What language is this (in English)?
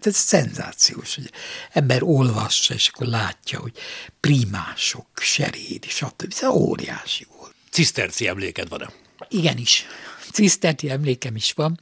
Hungarian